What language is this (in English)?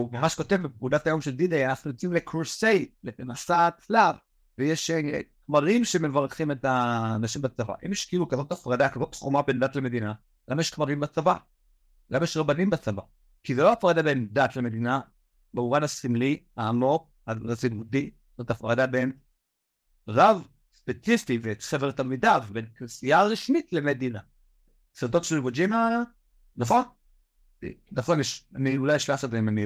Hebrew